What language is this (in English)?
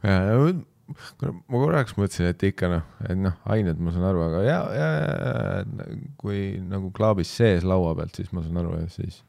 Estonian